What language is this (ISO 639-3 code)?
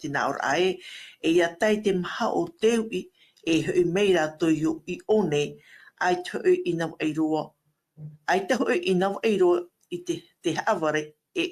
tah